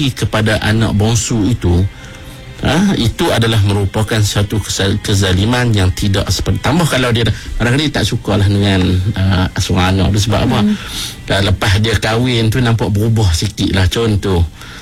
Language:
Malay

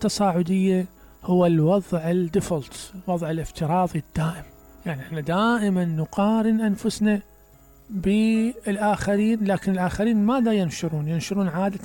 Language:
Mesopotamian Arabic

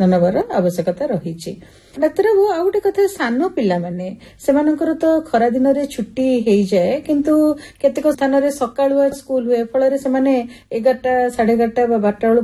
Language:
Odia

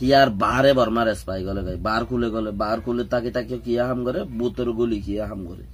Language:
Rohingya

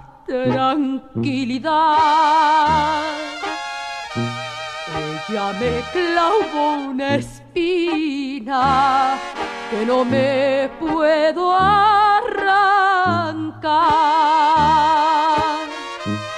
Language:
Spanish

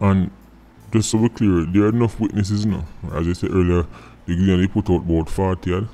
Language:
Jamaican Creole English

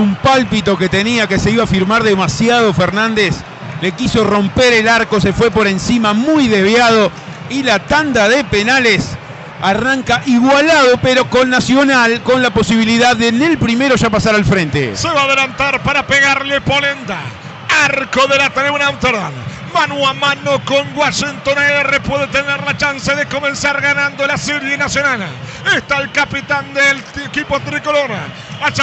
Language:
Spanish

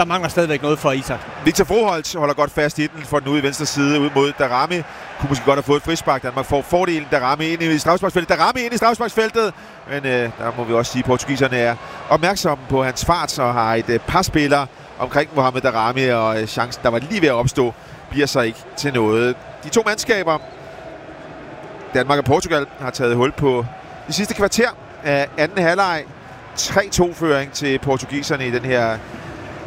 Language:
Danish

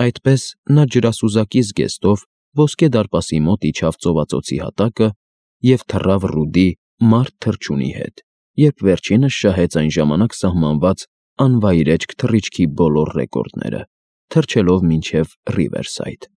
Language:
Armenian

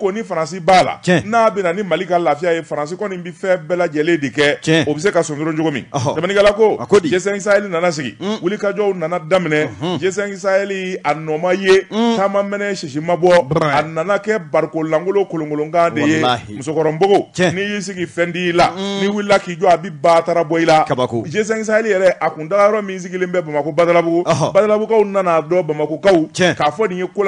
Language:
Bambara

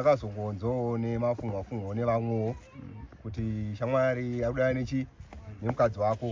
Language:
Shona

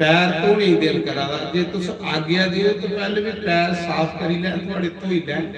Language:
Dogri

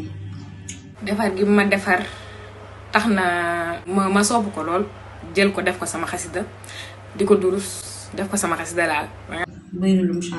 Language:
Wolof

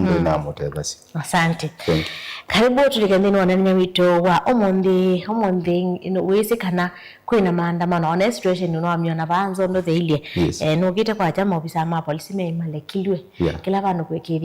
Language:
Kamba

